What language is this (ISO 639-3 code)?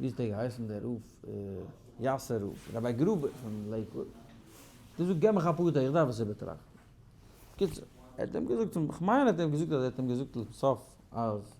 yid